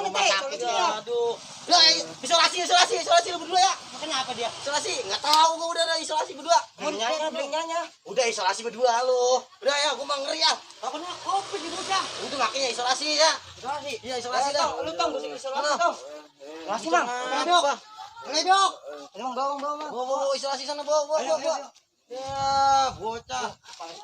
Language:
Betawi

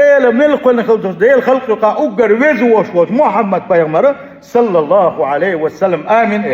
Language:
Chechen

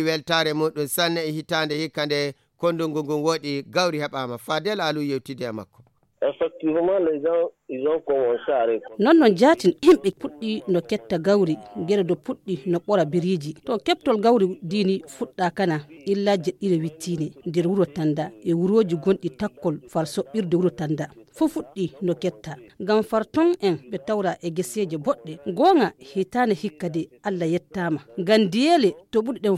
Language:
Fula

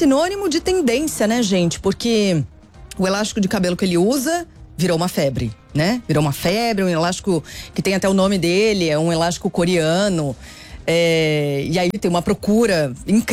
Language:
Portuguese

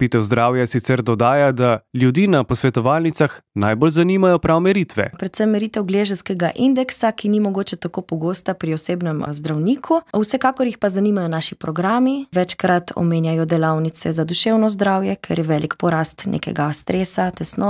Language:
Slovenian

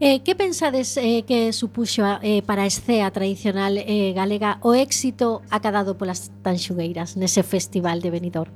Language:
Galician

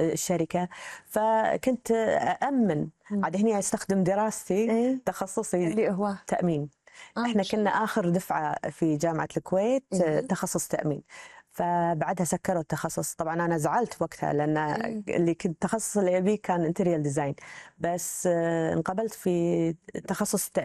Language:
Gulf Arabic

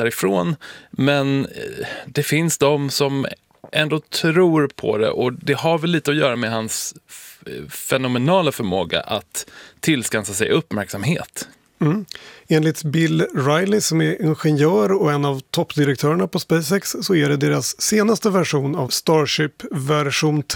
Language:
Swedish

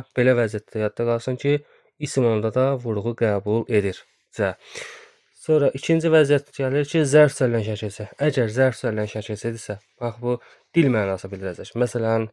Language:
Azerbaijani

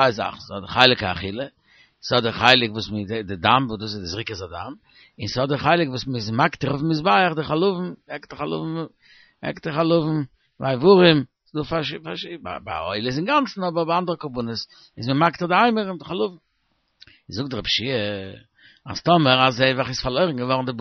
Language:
Yiddish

